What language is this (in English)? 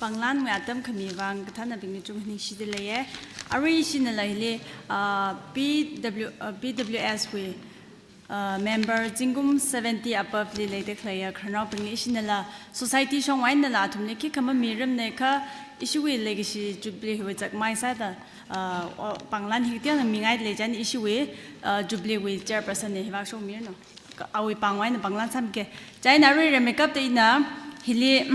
Tangkhul Naga (India)